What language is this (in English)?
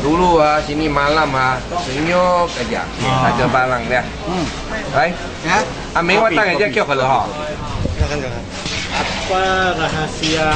Banjar